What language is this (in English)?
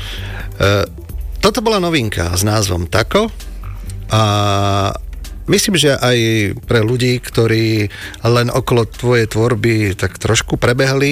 Slovak